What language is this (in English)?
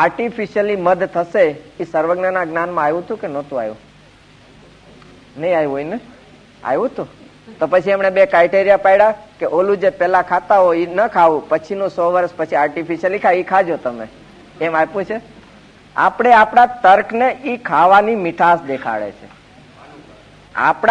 Gujarati